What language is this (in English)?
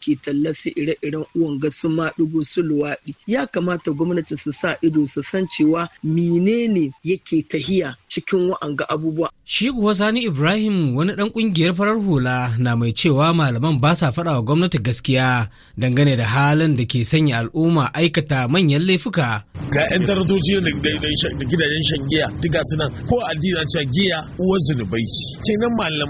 Hausa